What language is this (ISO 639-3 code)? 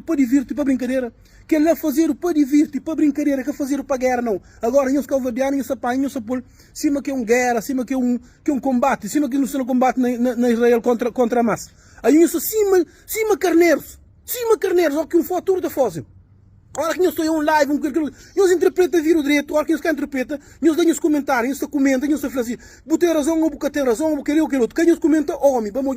kea